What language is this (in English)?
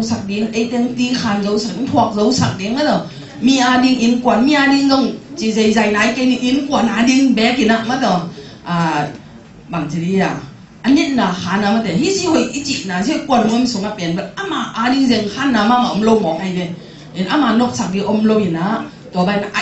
Tedim Chin